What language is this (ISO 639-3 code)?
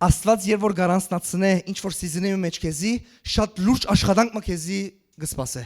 hyw